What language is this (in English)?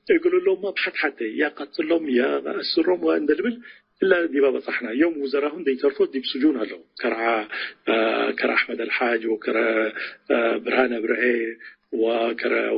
Tigre